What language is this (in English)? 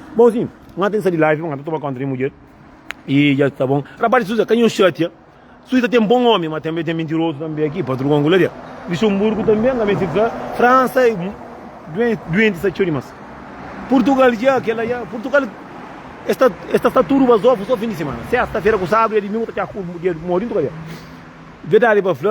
Kabuverdianu